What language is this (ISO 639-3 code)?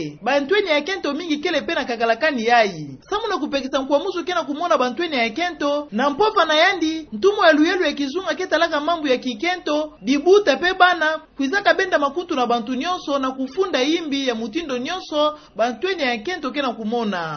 ktu